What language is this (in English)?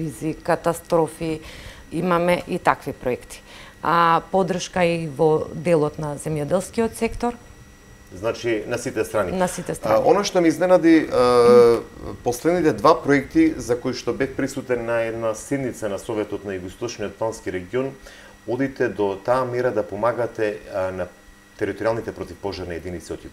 Macedonian